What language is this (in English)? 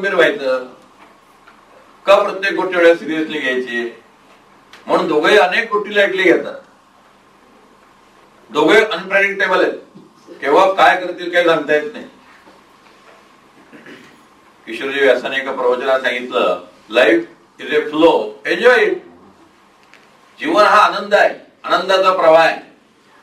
Marathi